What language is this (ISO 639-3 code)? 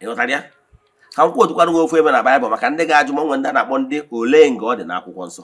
ibo